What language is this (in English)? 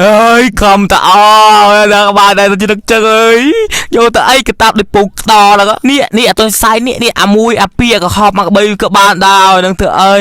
Khmer